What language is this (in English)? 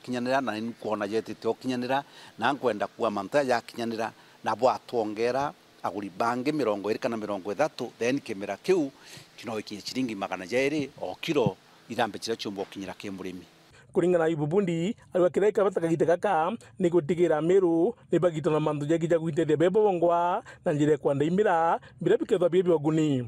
Meru